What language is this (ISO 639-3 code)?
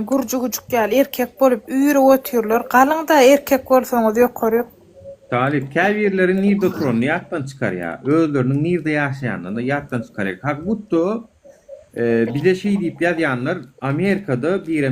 tuk